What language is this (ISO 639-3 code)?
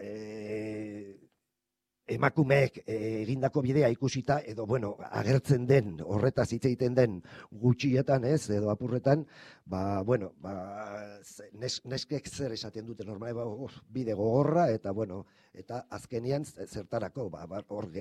eus